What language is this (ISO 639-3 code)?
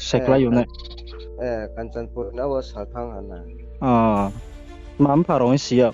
ria